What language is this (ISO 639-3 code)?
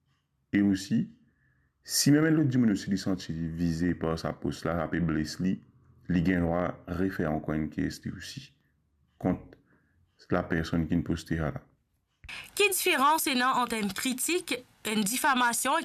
mfe